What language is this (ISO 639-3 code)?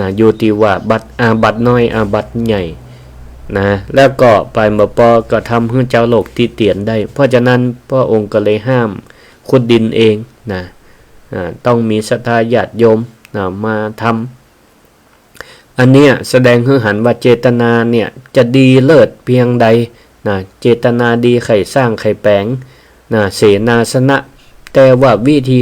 nod